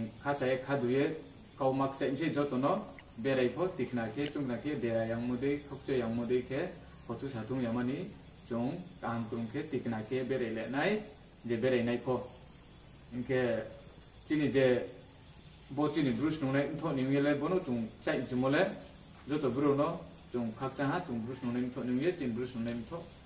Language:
Riang (India)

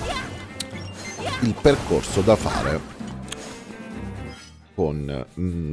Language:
Italian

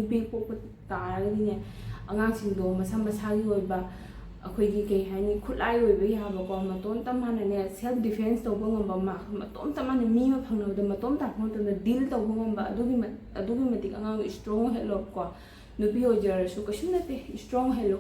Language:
Manipuri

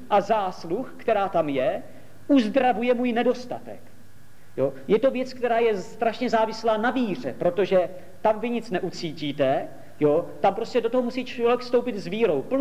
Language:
Czech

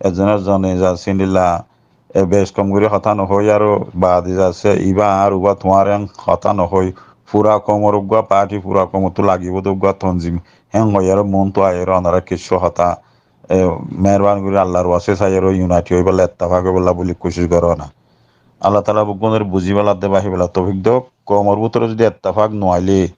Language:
Rohingya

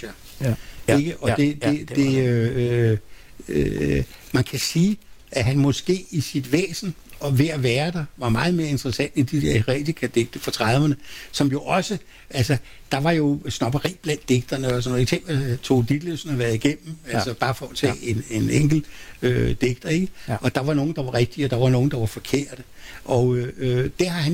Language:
Danish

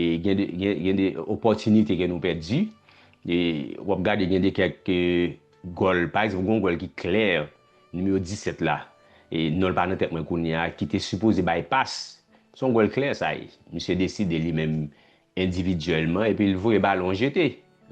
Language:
Haitian Creole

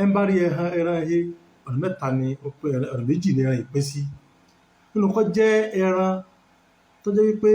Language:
Yoruba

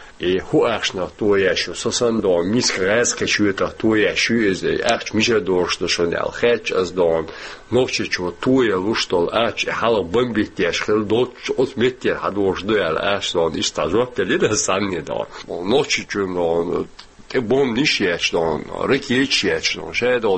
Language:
Chechen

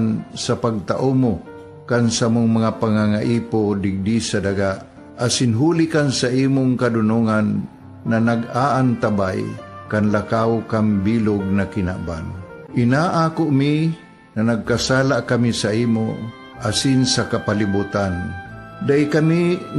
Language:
Bikol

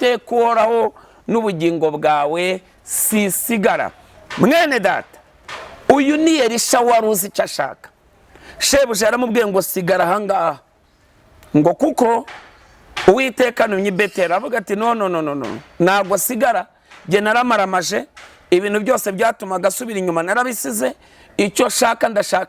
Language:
Kinyarwanda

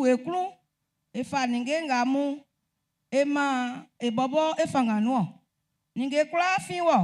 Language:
Baoulé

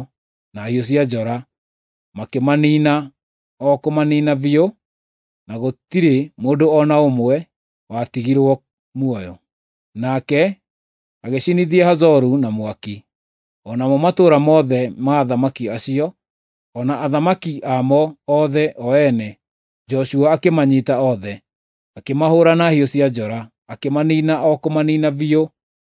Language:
Kikuyu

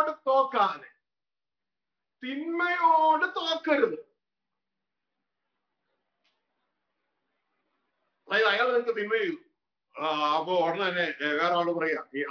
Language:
Malayalam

